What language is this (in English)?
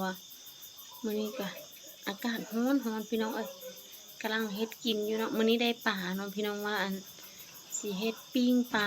Lao